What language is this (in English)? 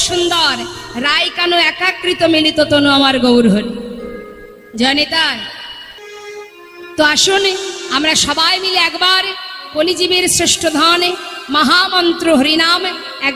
Bangla